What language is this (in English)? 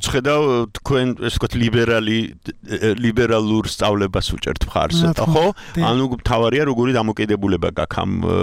Georgian